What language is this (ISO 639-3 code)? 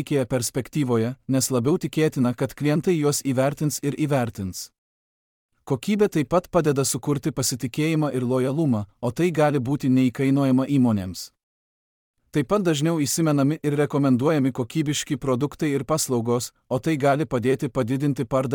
lit